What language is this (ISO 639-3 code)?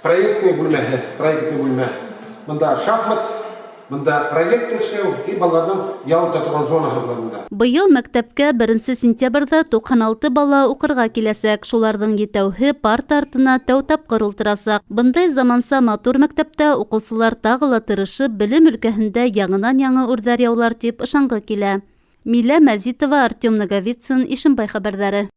bak